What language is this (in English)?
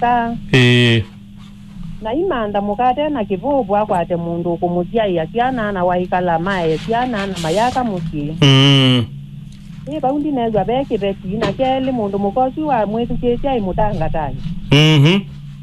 Kamba